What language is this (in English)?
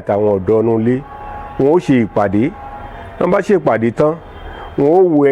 Yoruba